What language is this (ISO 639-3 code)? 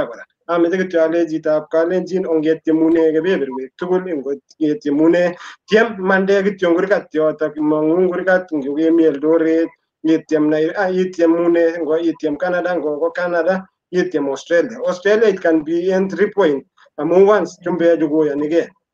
kln